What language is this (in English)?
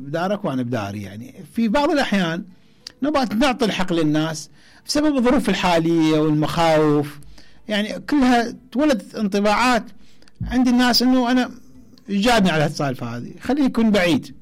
Mesopotamian Arabic